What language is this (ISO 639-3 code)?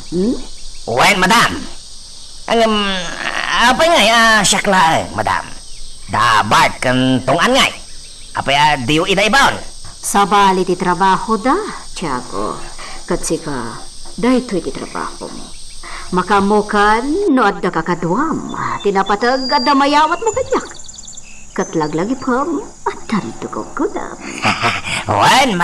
ilo